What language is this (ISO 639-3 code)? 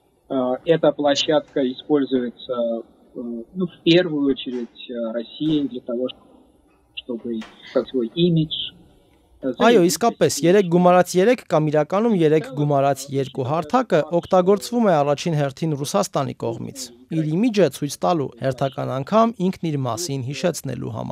hye